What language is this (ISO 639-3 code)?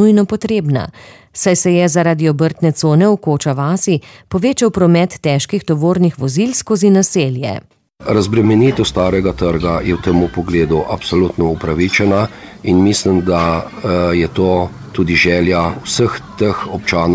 slv